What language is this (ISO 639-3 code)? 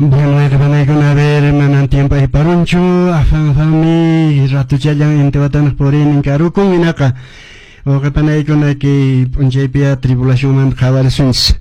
que